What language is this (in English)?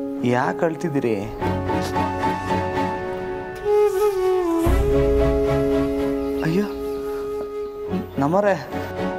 Kannada